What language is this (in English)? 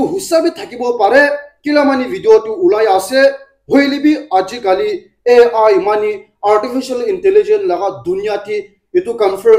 Naga Pidgin